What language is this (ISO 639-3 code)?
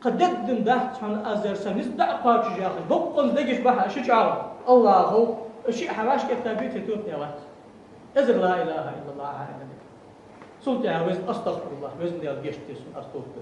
inh